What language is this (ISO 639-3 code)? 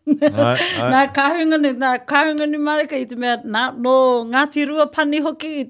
mri